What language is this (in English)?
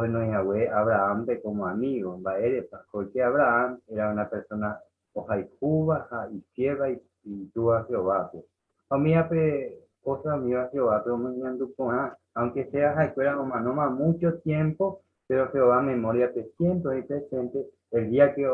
Guarani